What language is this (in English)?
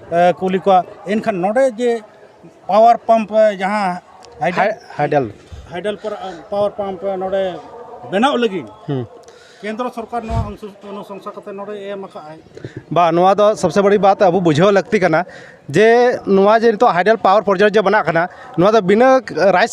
Santali